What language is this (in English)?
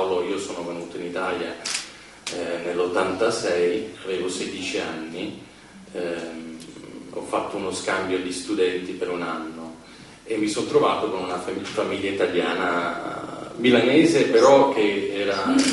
Italian